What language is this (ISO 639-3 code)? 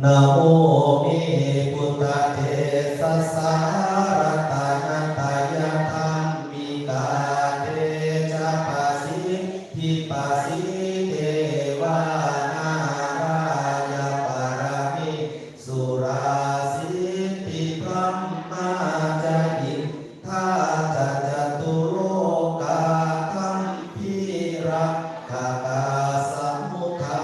pli